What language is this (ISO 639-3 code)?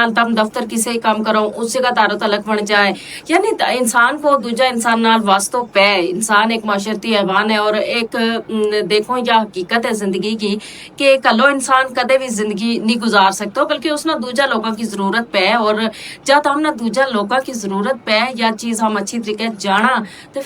gju